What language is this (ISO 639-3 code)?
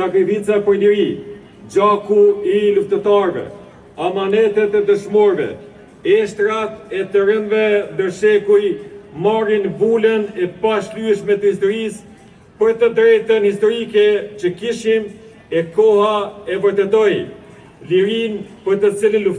sqi